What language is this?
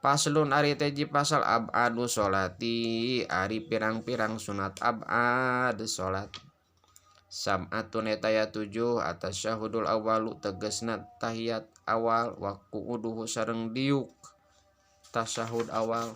Sundanese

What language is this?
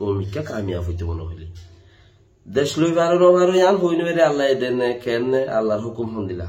Rohingya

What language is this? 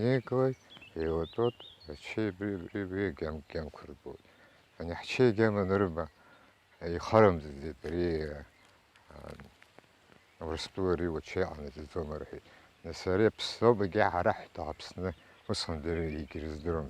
Abkhazian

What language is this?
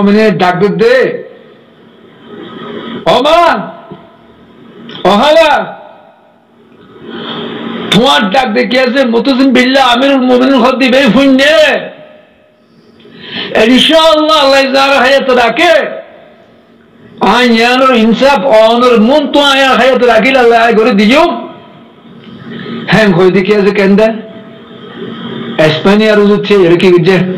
Rohingya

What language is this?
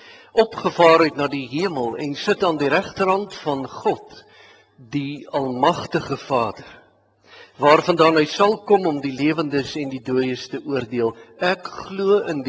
Afrikaans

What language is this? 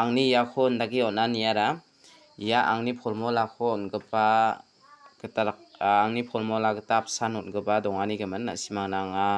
Garo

